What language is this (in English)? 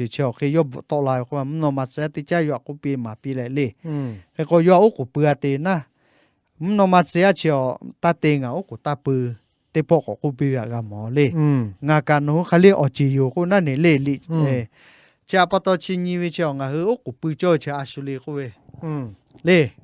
Lahu